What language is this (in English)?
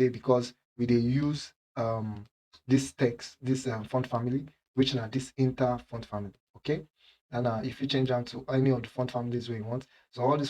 Nigerian Pidgin